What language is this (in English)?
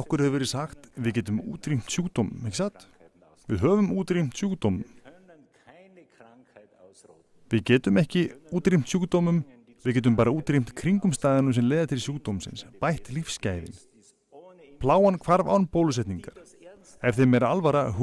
Icelandic